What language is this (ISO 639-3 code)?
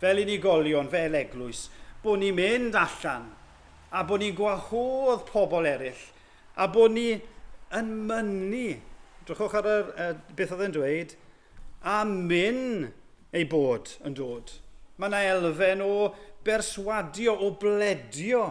cym